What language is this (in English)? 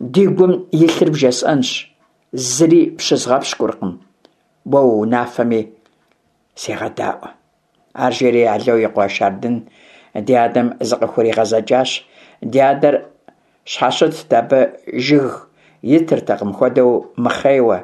Kabardian